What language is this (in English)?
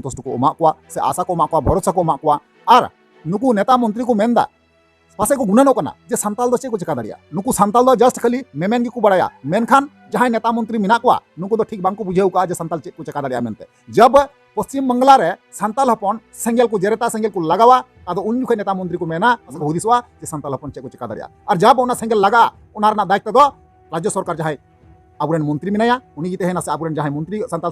Santali